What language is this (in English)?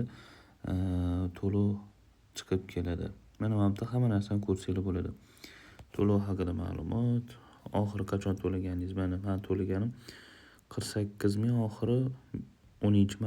Uzbek